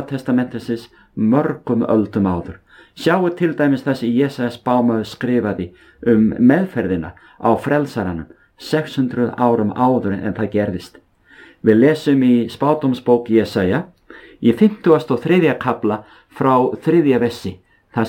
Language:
Icelandic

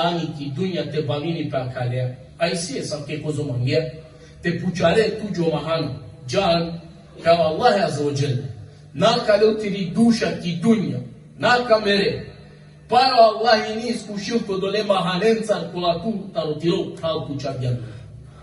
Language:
Balkan Romani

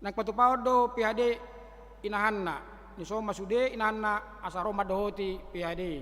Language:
Batak Toba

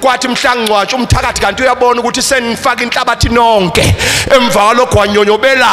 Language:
Zulu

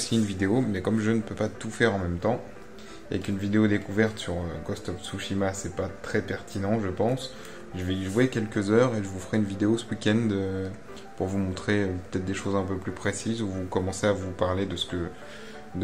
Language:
French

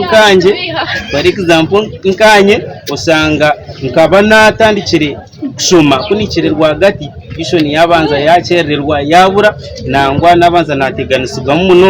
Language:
Nyankole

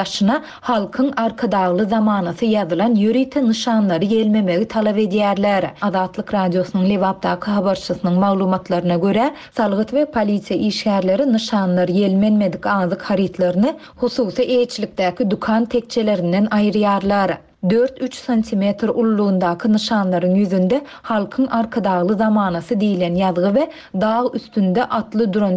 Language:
Turkmen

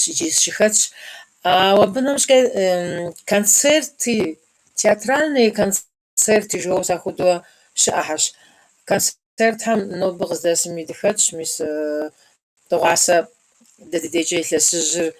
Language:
Kabardian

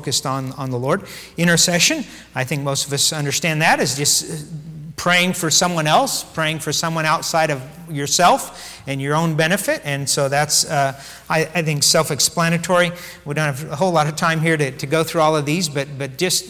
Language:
English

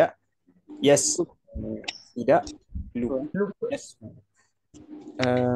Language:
Malay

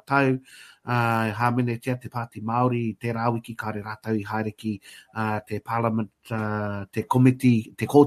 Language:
Māori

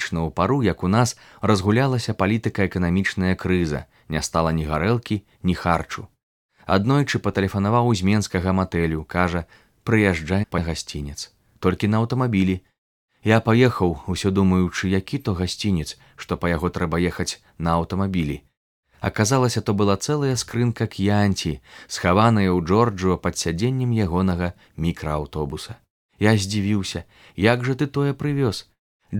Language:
Belarusian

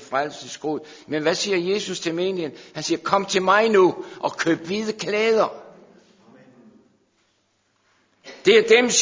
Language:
Danish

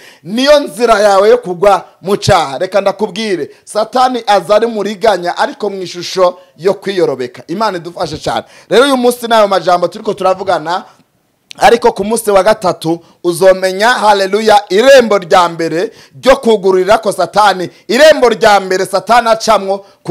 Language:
Rundi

